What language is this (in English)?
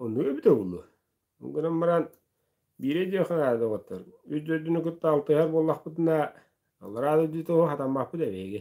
Yakut